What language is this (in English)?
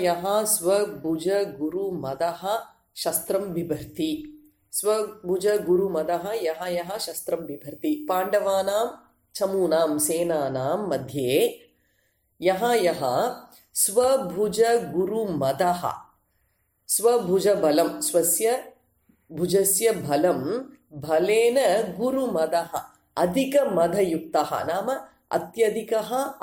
Sanskrit